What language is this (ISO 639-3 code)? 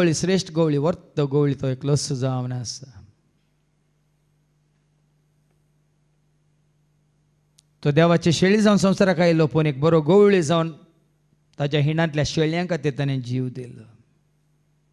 kok